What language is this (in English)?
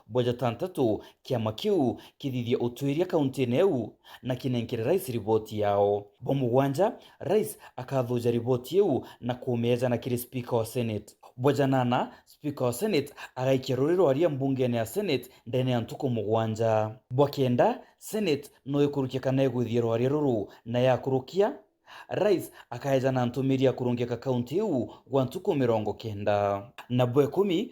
Meru